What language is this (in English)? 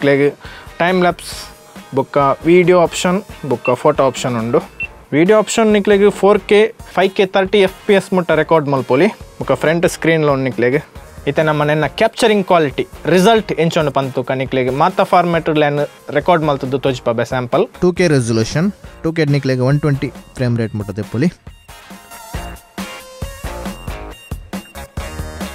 Tulu